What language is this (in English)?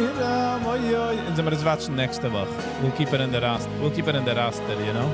Yiddish